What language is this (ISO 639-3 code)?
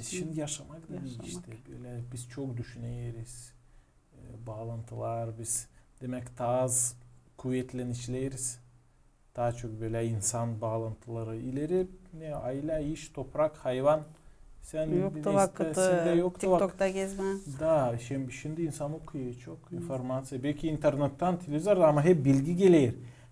gag